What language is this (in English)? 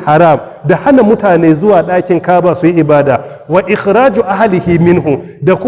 Hausa